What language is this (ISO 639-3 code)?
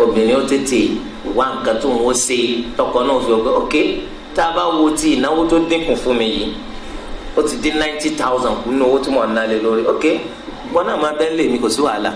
yor